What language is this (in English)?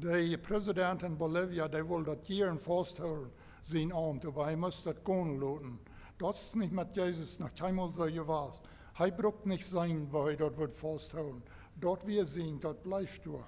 Plautdietsch